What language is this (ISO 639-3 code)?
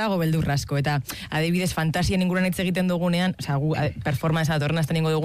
eus